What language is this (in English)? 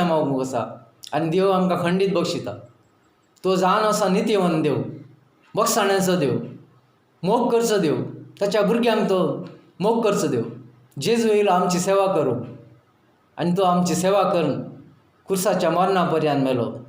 Konkani